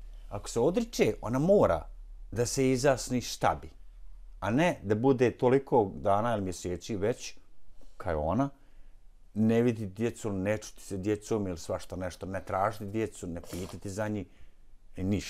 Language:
Bosnian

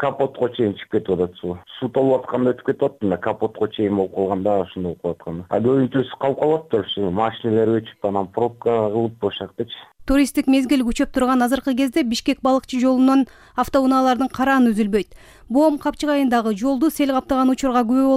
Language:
Kyrgyz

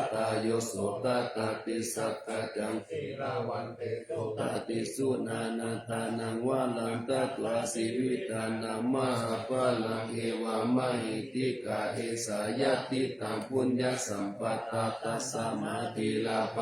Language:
Pali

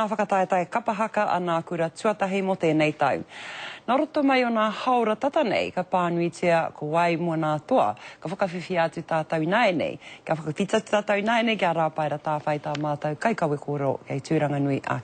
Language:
Māori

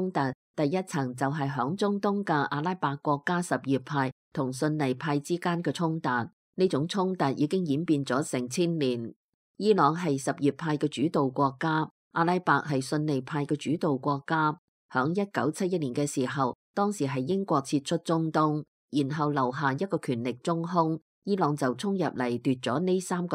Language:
Cantonese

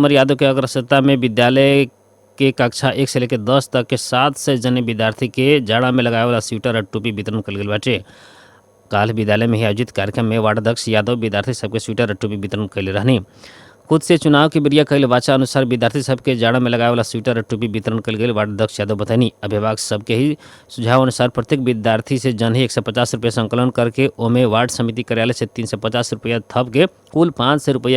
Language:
Bhojpuri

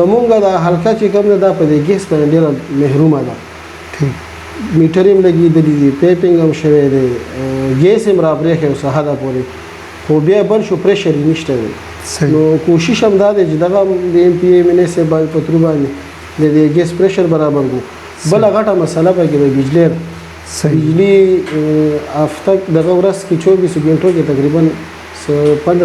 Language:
Pashto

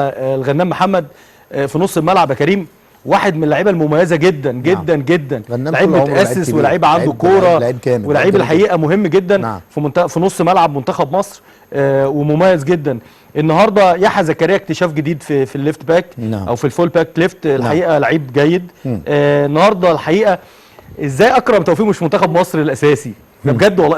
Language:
Egyptian Arabic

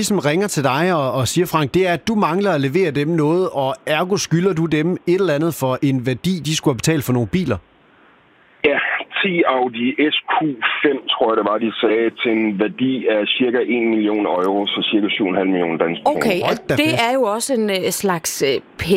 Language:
Danish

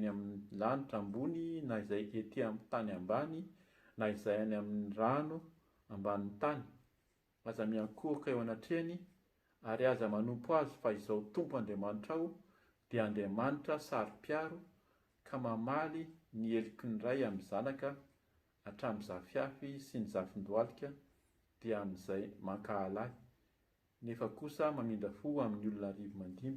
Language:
Malagasy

